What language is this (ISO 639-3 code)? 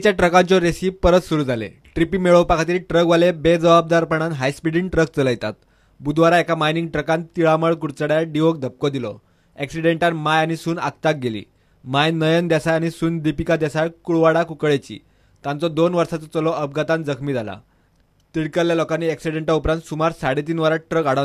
kok